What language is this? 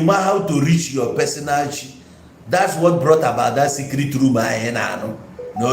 Igbo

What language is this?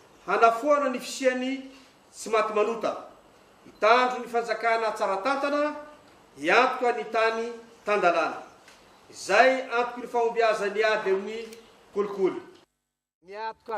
Malagasy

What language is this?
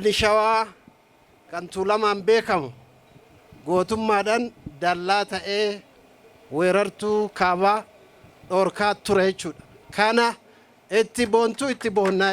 Oromo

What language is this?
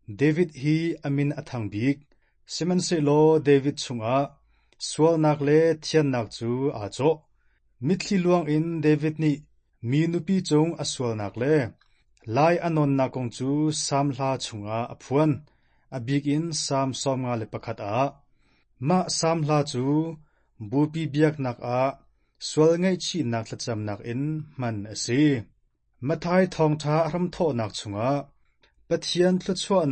Hakha Chin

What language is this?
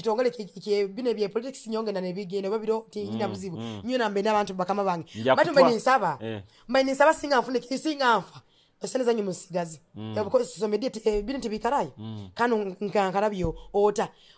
Nyoro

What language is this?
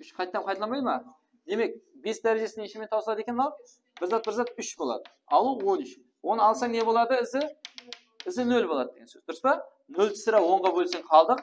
Kara-Kalpak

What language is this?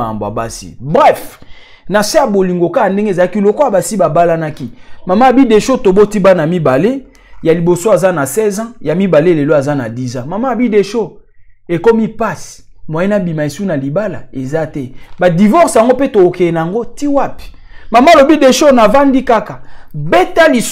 Lingala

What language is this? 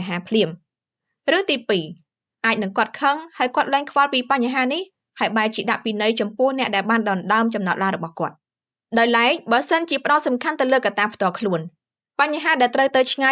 Khmer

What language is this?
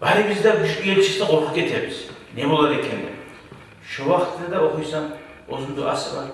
Kumyk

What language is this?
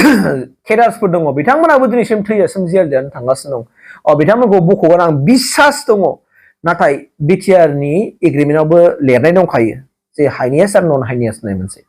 Bodo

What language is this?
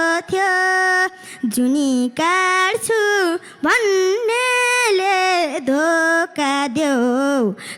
Nepali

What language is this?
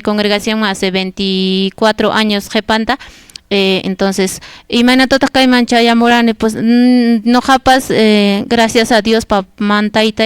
Quechua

